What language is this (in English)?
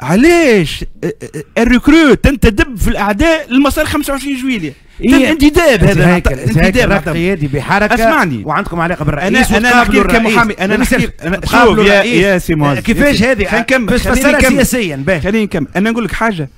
Tunisian Arabic